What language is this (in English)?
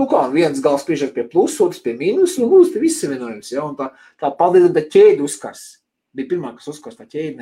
Latvian